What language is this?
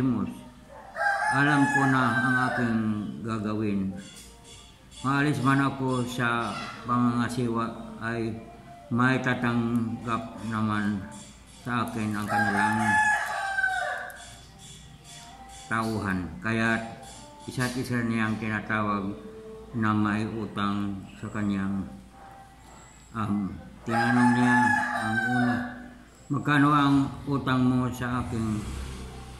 Filipino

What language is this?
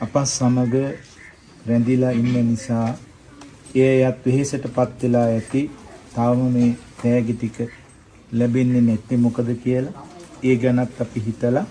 Sinhala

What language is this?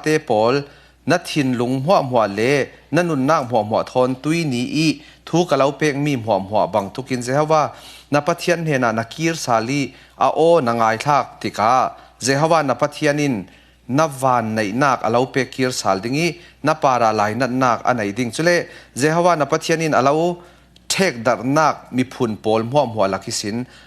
Falam Chin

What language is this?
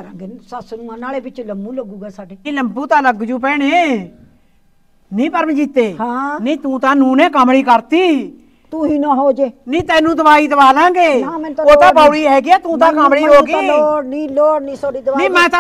Punjabi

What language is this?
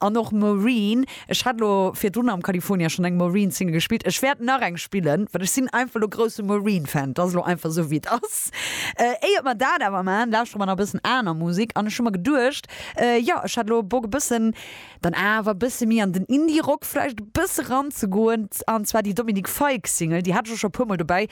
Luxembourgish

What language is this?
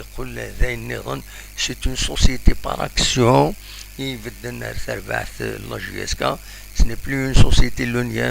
Kabyle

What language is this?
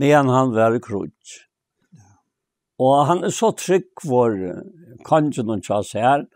Faroese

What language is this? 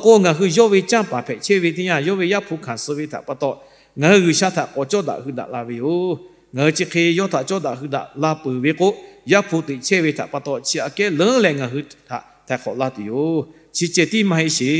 Lahu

